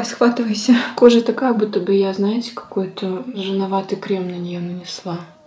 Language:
Russian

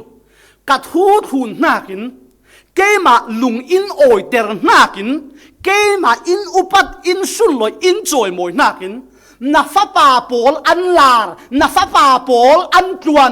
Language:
Falam Chin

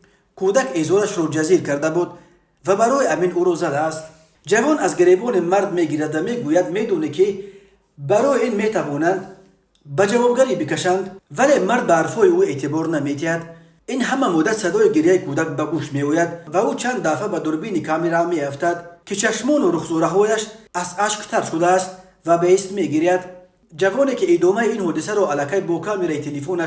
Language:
Tajik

